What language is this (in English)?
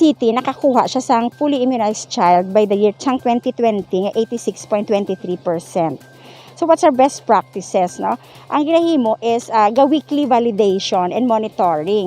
Hiligaynon